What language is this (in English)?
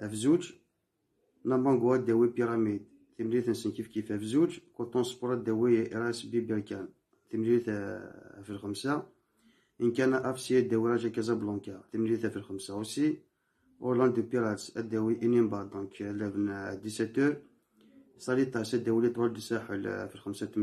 Kabyle